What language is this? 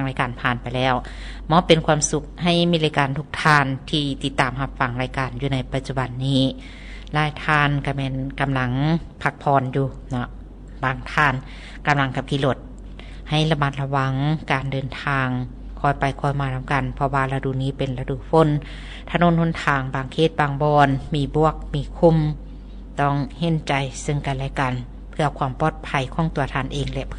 Lao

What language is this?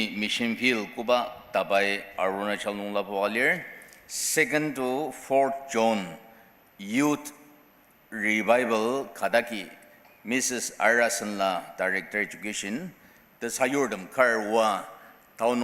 Ao Naga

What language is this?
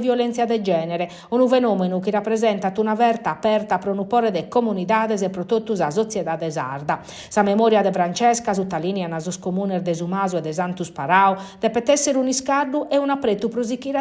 Sardinian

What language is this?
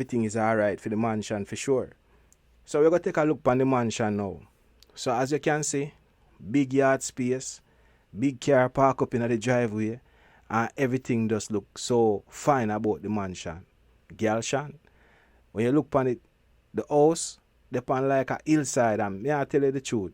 Jamaican Creole English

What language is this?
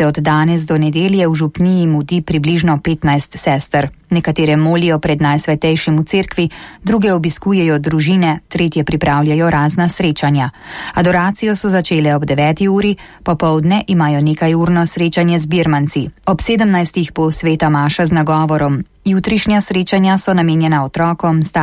Slovenian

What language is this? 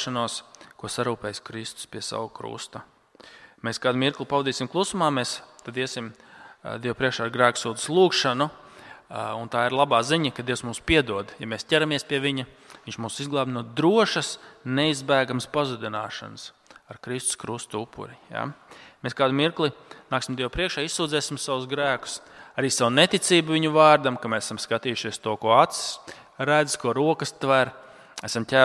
Latvian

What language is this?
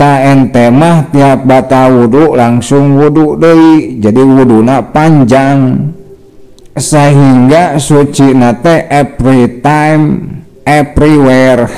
Sundanese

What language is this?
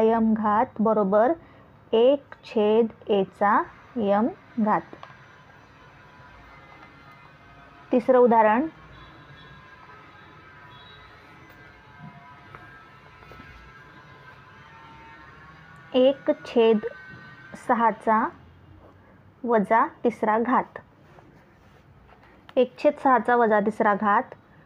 Marathi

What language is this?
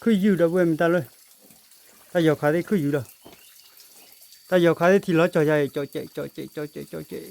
S'gaw Karen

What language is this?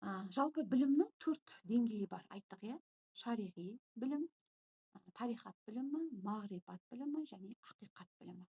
Kazakh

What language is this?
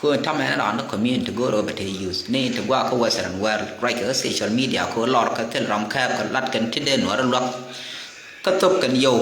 Nuer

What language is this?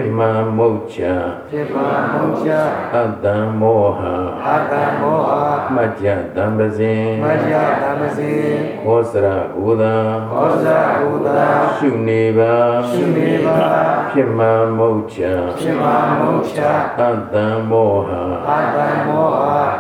Burmese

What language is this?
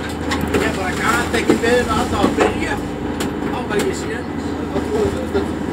Icelandic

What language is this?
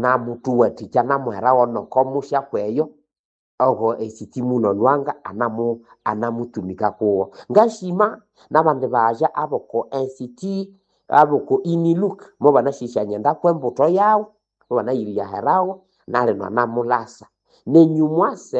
Nande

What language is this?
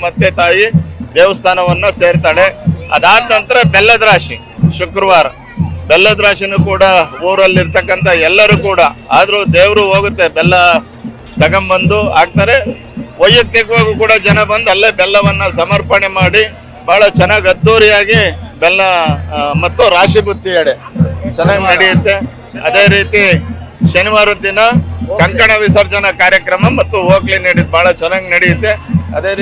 Kannada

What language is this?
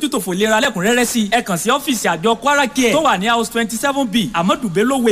Yoruba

